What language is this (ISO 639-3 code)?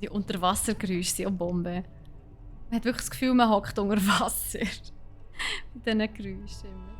gsw